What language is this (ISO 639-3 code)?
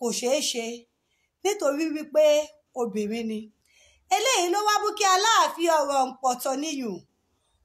yor